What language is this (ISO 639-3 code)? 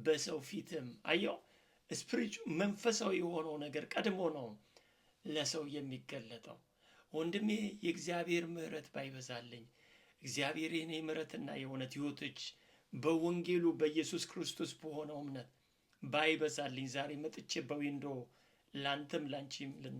amh